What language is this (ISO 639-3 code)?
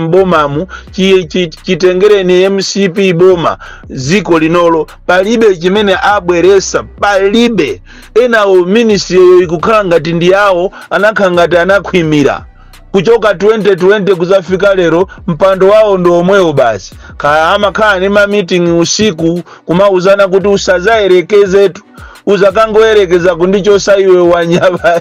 nya